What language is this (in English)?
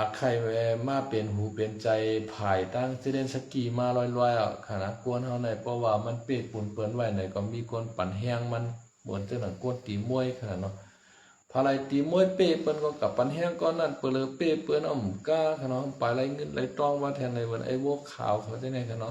Shan